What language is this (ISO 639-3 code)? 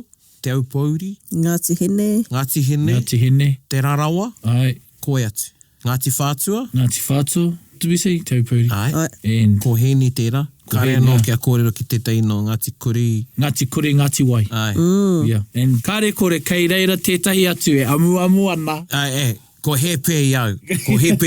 mri